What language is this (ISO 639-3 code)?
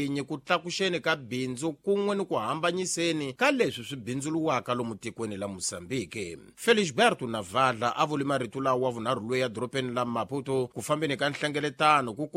tso